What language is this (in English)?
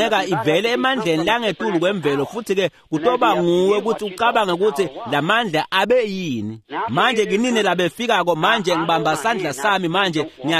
Swati